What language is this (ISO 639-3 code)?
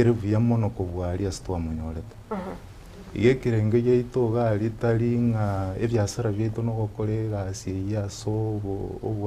guz